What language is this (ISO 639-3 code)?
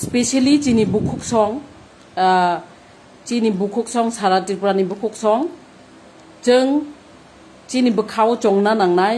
trp